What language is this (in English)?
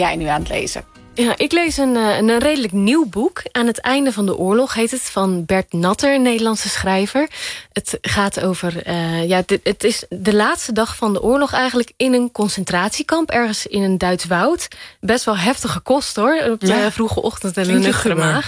Dutch